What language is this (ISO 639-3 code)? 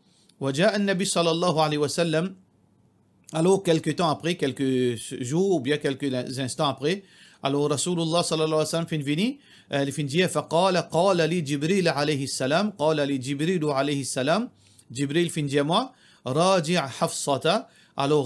mfe